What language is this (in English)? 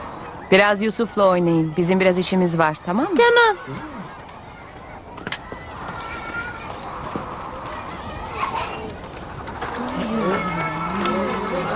Turkish